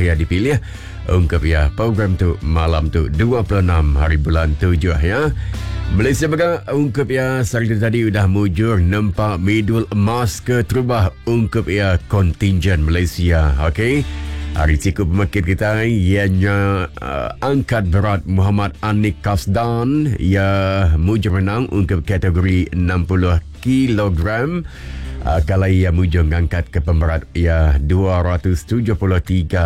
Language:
Malay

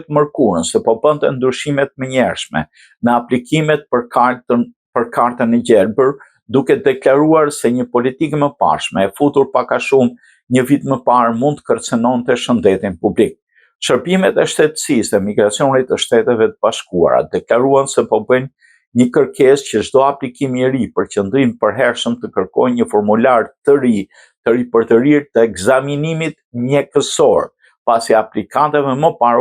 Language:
Albanian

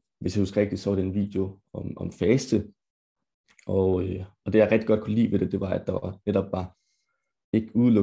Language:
Danish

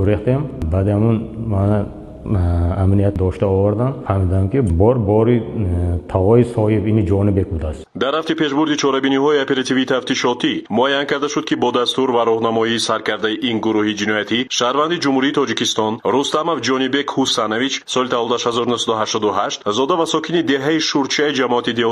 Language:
Tajik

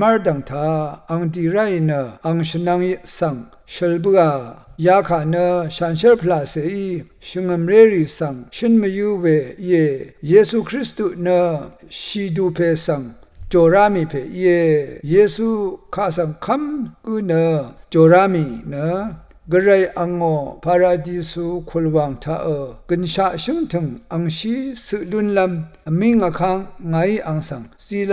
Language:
Rawang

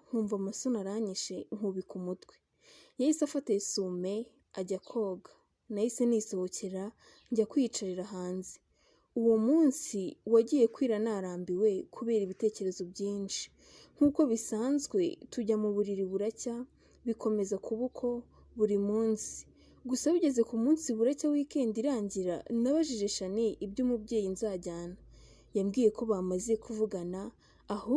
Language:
Kinyarwanda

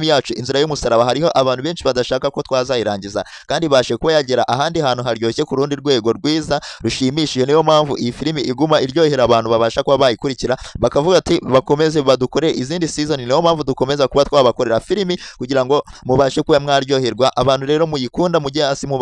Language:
Kinyarwanda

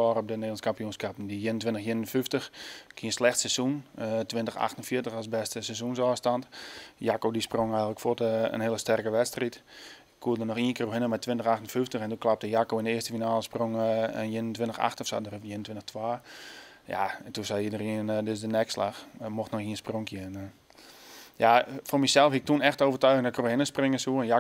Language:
Western Frisian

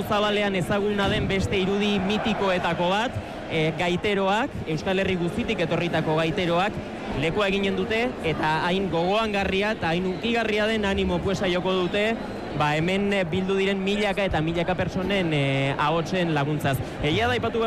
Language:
Basque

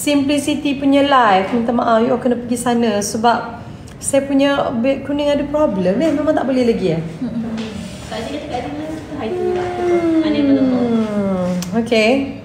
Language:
Malay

